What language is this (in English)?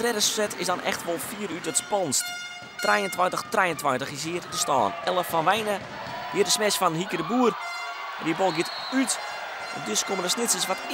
Western Frisian